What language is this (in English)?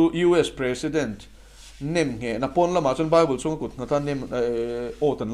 Mizo